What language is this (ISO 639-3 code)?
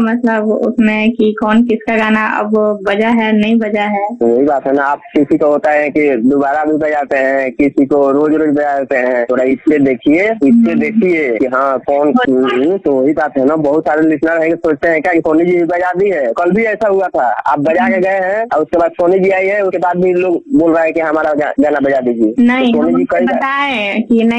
hin